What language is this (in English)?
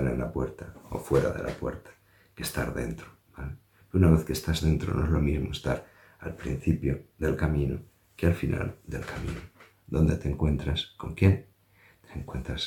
Spanish